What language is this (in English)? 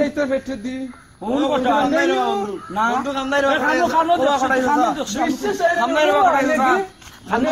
Sylheti